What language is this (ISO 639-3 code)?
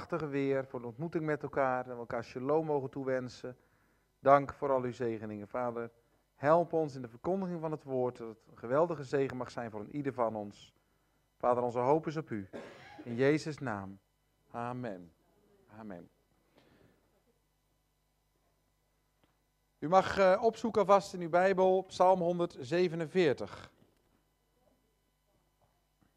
nld